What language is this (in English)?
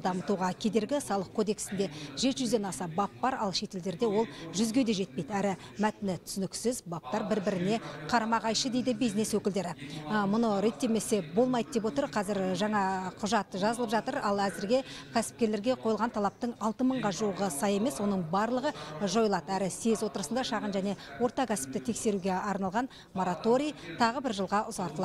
Kazakh